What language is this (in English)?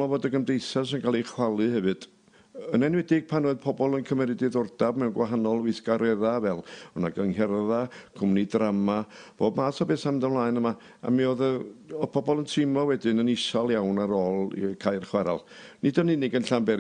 Welsh